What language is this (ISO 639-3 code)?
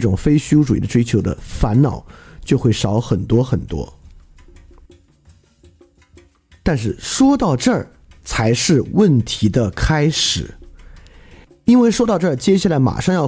zho